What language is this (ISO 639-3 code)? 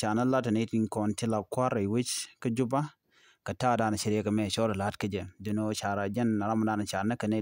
nus